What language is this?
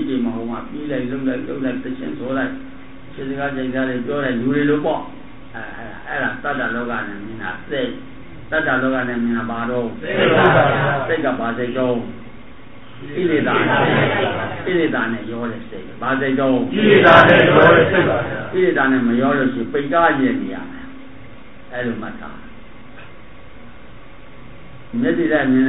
Burmese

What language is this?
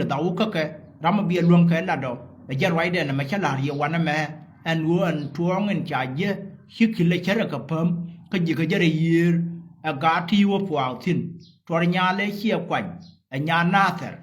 Nuer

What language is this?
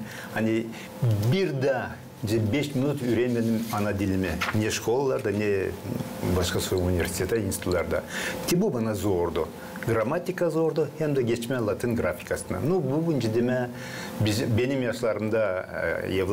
Gagauz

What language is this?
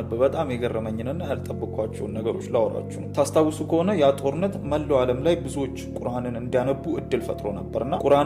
Amharic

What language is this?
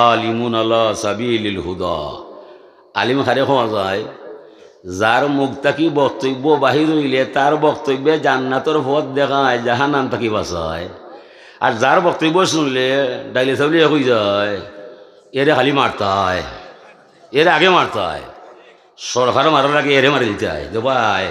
Sylheti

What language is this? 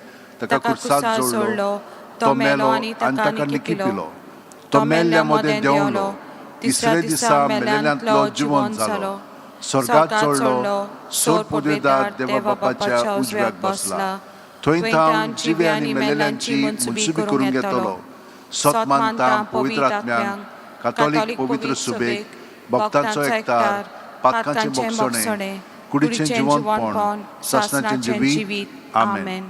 Konkani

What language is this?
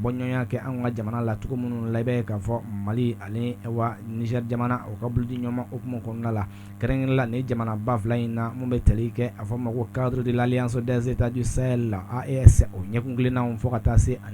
Bambara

